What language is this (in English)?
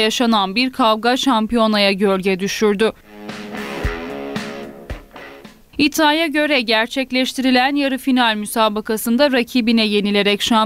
Turkish